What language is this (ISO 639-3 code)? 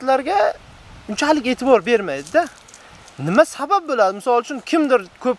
uzb